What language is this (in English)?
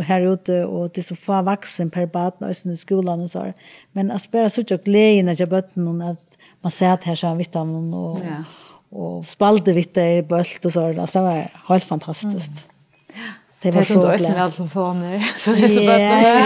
Faroese